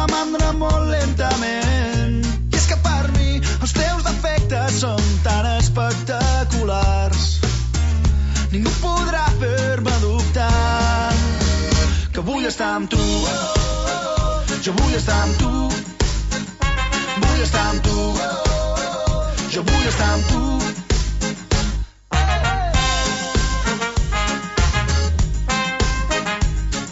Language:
Catalan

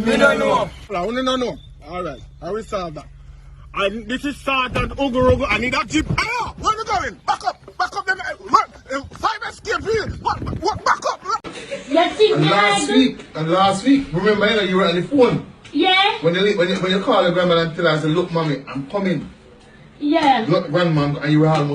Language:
Jamaican Creole English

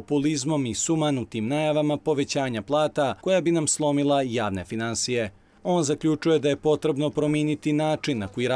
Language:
Bosnian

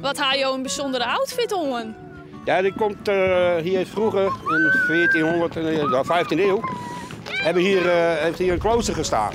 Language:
Western Frisian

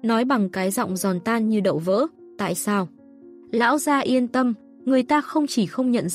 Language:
Vietnamese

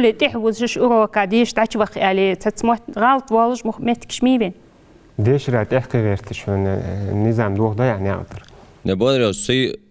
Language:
Ingush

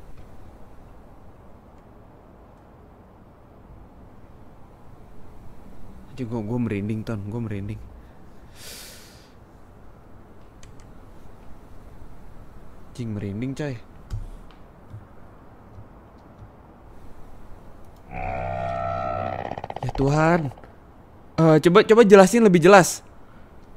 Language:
Indonesian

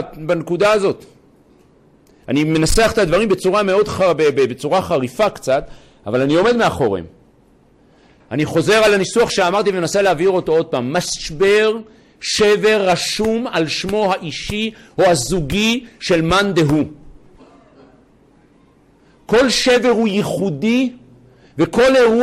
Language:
Hebrew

